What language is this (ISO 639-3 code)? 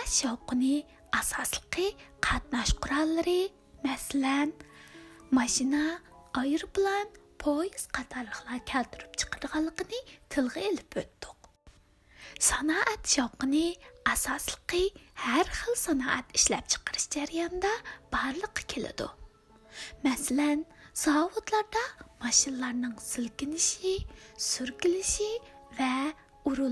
uig